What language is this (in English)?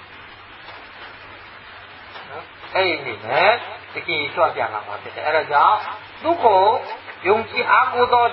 Burmese